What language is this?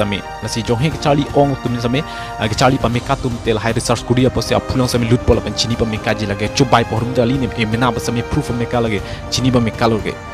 Karbi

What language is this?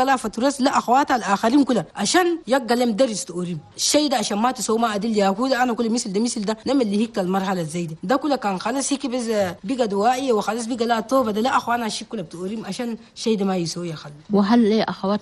Chadian Arabic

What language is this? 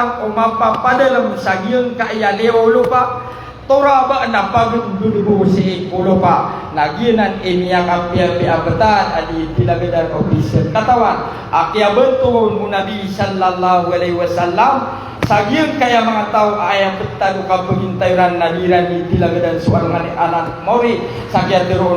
Maranao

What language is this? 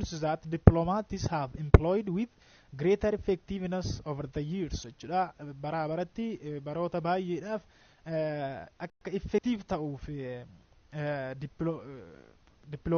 Oromo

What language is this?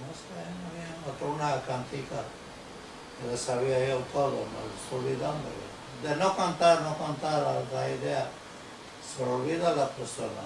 Ladino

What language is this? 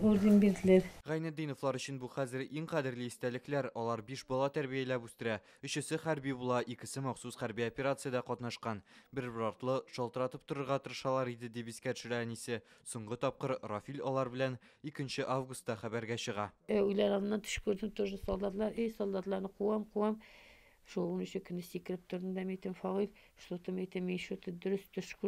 Tatar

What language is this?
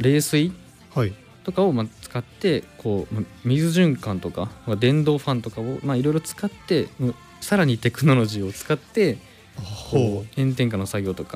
Japanese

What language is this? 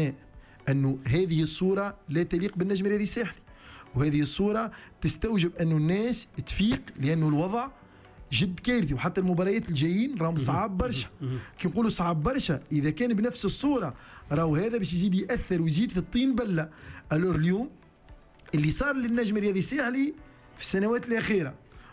Tunisian Arabic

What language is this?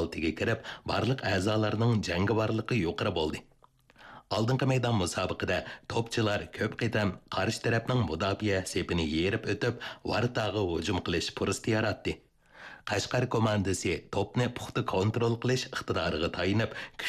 Uyghur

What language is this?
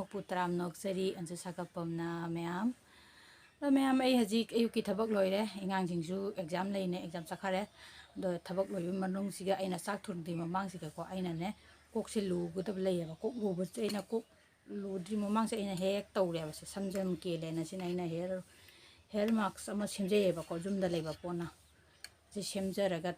Manipuri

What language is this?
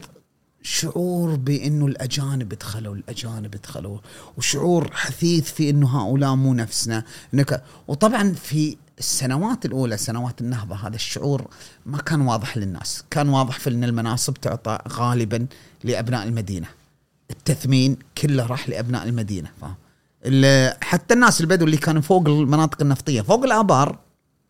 Gulf Arabic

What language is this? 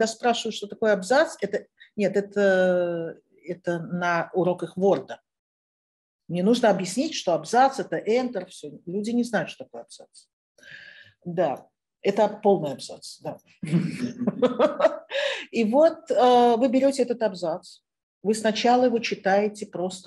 Russian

